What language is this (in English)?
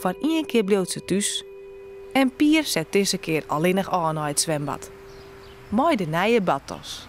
Western Frisian